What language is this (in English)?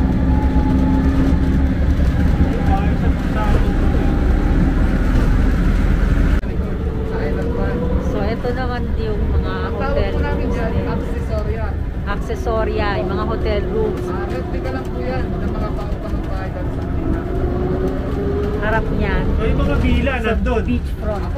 Filipino